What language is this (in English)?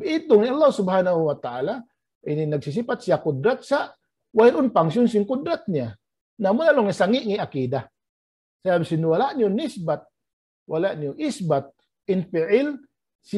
Tausug